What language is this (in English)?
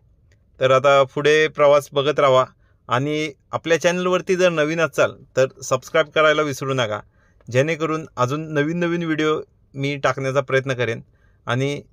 Marathi